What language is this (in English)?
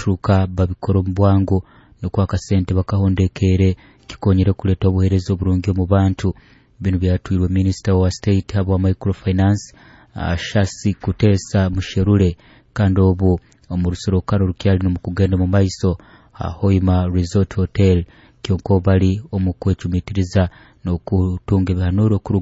Nyoro